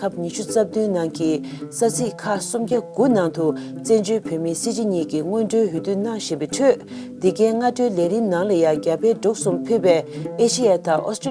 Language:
Tibetan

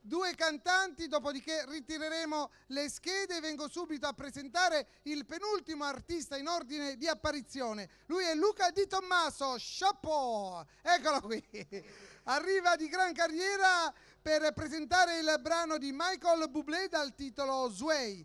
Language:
Italian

